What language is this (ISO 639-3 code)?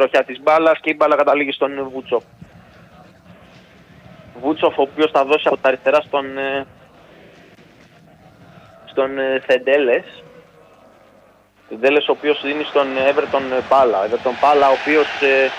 ell